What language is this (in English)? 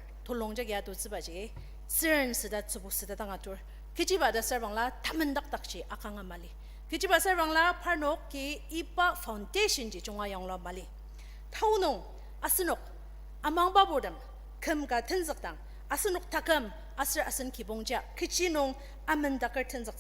Ao Naga